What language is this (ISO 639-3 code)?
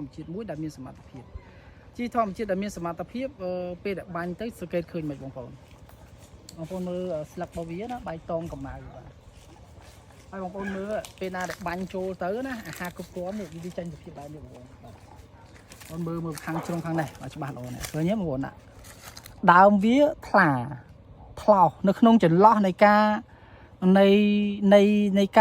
khm